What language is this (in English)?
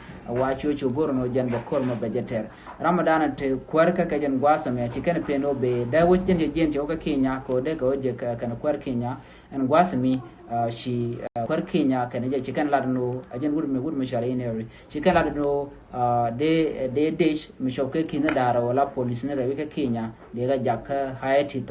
Nuer